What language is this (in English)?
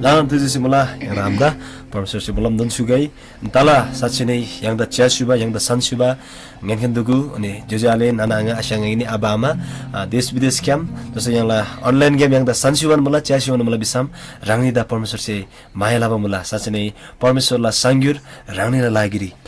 Eastern Tamang